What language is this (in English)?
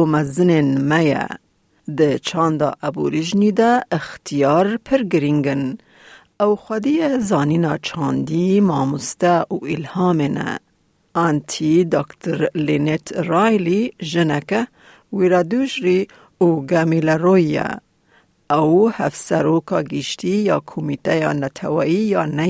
Kurdish